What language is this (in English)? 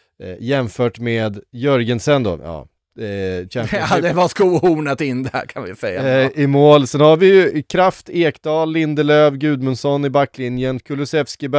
Swedish